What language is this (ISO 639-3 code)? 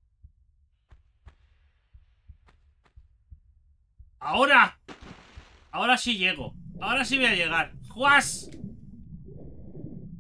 spa